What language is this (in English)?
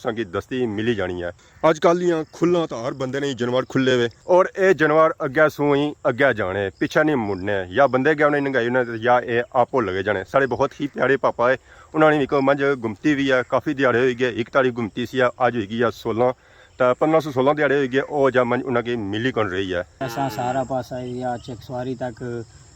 Pahari-Potwari